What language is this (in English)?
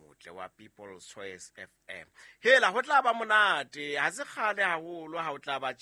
Southern Sotho